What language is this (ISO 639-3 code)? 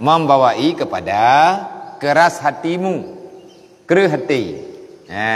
ace